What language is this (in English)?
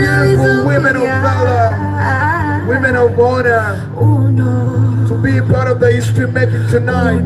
Soga